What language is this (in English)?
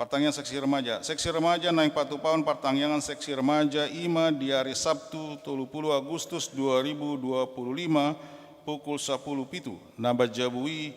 Batak Toba